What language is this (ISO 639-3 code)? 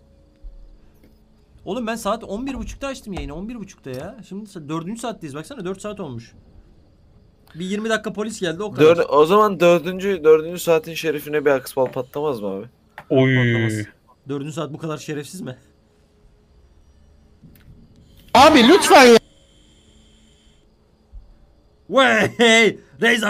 tur